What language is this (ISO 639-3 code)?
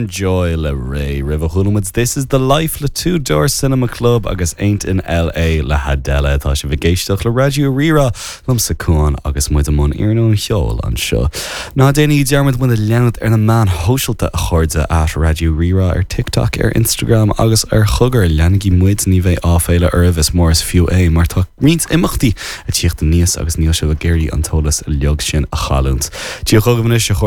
gle